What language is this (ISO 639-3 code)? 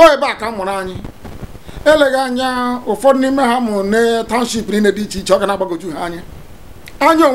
ibo